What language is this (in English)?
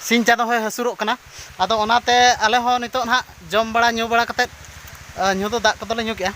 Santali